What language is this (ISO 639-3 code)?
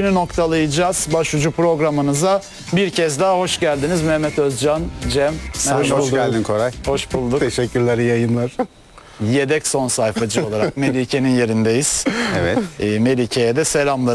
tur